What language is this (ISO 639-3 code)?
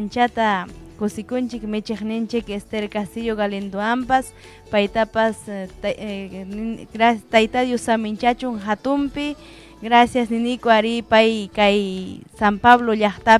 quy